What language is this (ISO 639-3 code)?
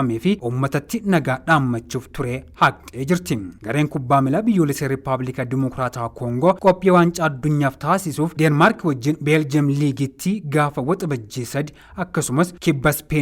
orm